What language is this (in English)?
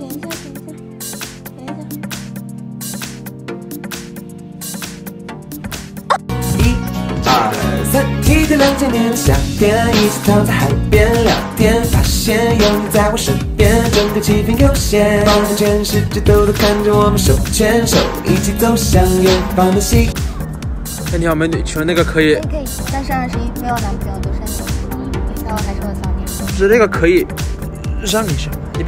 Chinese